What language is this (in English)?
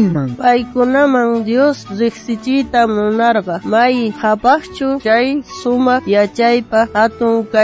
South Bolivian Quechua